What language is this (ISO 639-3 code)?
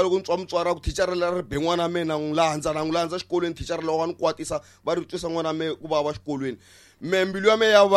tso